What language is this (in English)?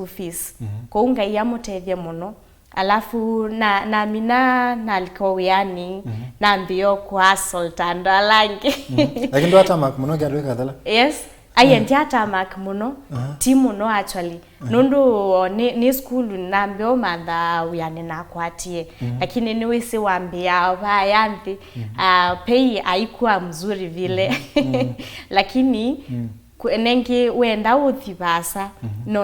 Kamba